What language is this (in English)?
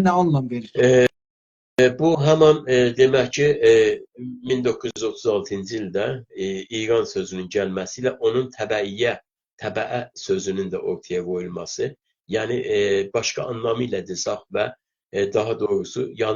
South Azerbaijani